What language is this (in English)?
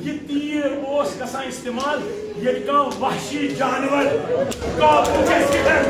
Kashmiri